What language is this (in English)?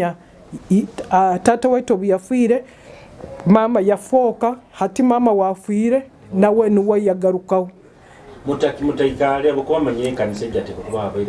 Nyoro